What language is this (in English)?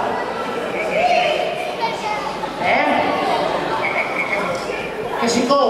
Catalan